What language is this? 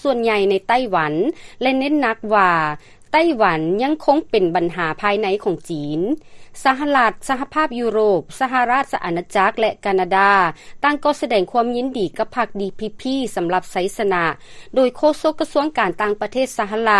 Lao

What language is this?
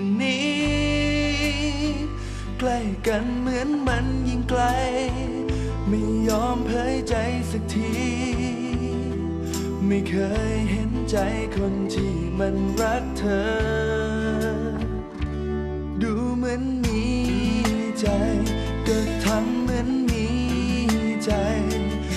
Thai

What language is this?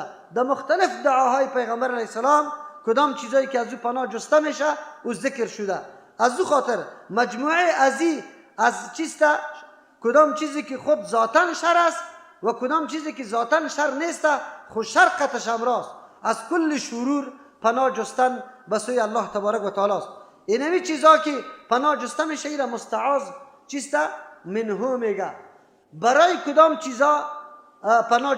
Persian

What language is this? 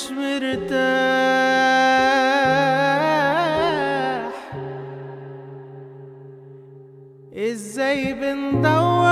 Egyptian Arabic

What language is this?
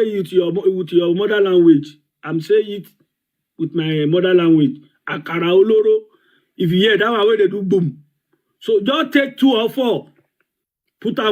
Yoruba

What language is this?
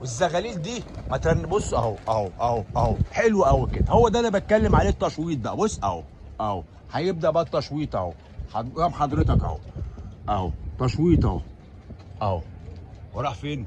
Egyptian Arabic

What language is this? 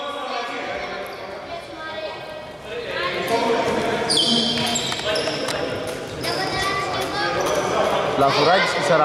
Greek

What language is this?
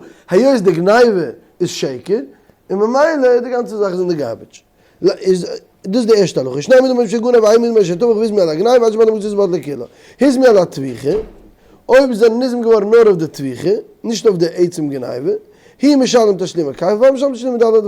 Yiddish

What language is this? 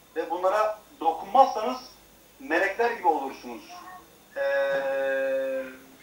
Turkish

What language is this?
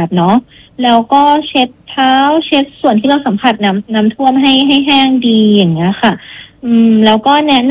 Thai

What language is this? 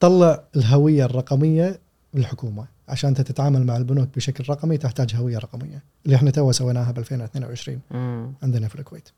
Gulf Arabic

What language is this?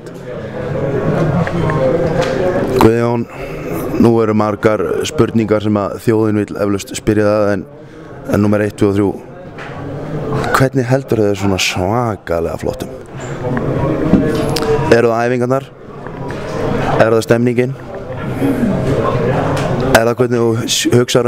Icelandic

